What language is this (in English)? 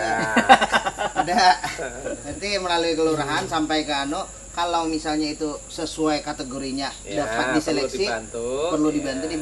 Banjar